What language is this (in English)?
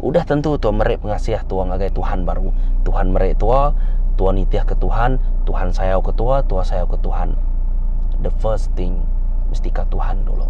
Iban